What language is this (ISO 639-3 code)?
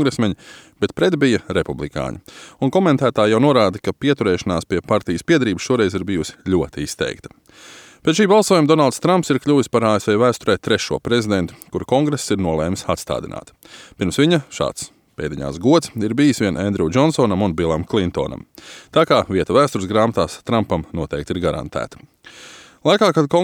lav